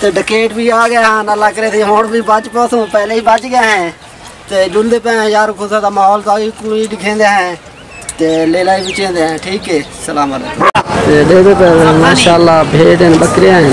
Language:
Saraiki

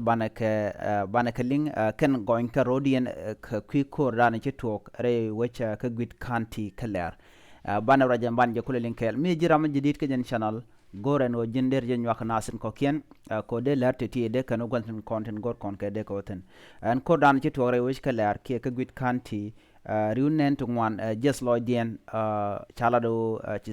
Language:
Nuer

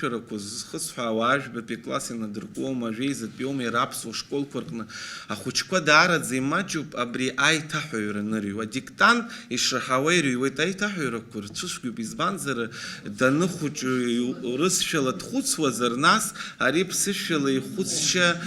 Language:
Abkhazian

